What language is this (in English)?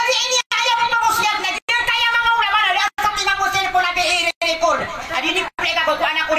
Maranao